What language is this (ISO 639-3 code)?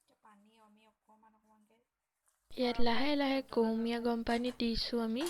asm